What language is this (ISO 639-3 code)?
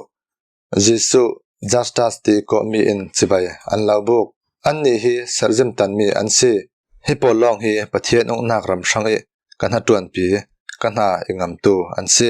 cfm